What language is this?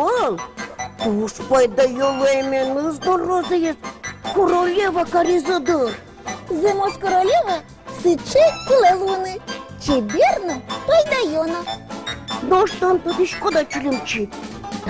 Udmurt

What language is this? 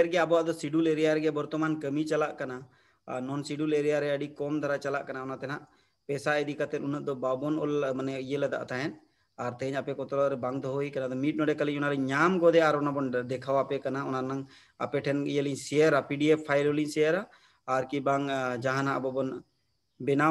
Santali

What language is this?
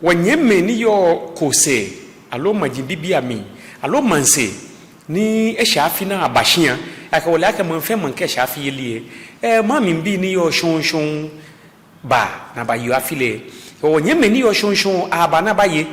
Ga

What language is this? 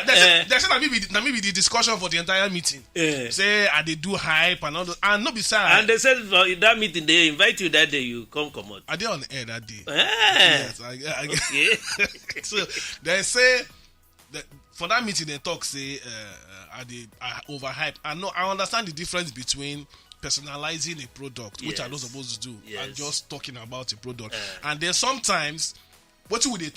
Nigerian Pidgin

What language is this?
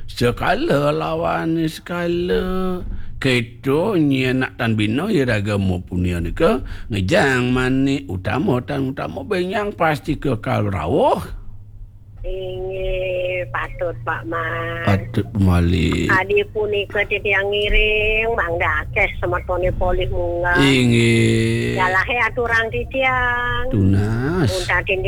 Balinese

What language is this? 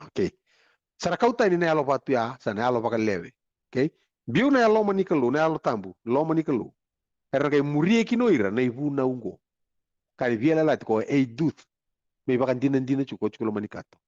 Fijian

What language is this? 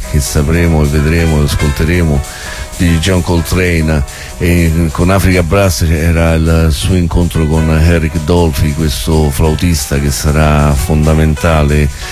Italian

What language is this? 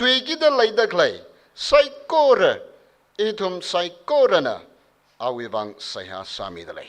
Tangkhul Naga (India)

